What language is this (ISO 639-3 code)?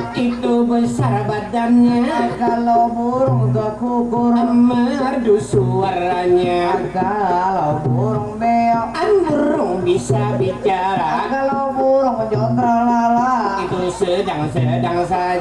bjn